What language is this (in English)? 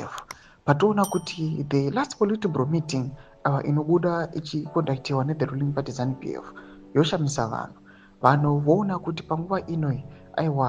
Shona